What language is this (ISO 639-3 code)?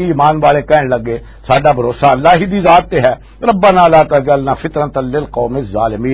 lah